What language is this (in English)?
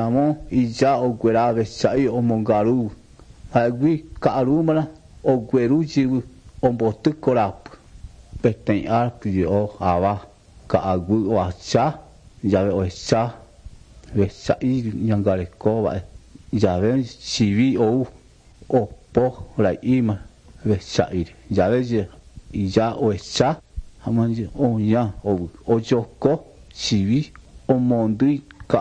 Guarani